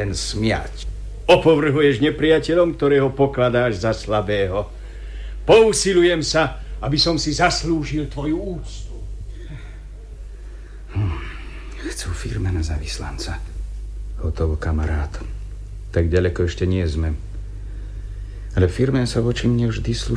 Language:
Slovak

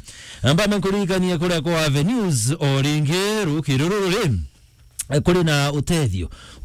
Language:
Meru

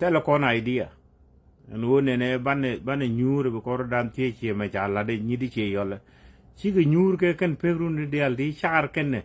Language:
Nuer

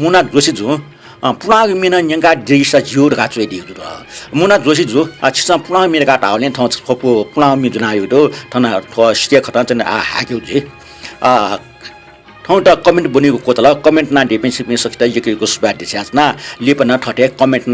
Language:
Newari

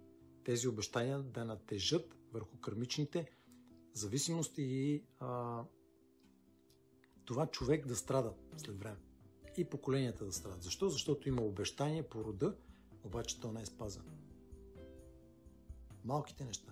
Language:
Bulgarian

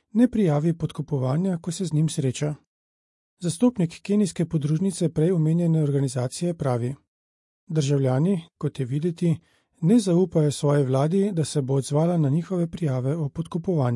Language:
Slovenian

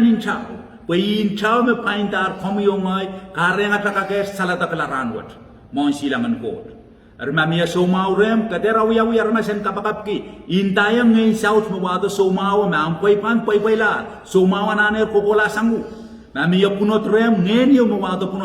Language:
Pohnpeian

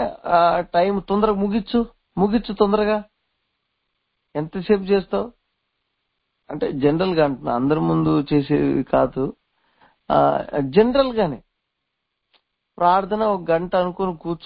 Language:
Telugu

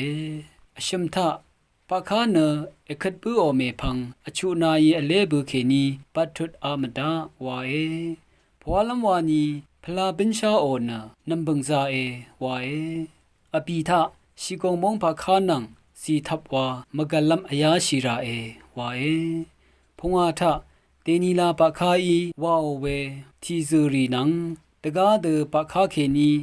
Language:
Rawang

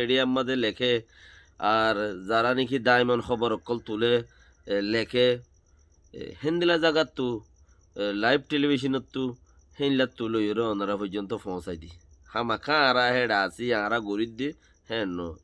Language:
Rohingya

